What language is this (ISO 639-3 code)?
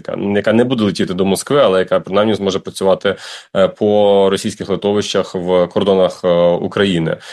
ukr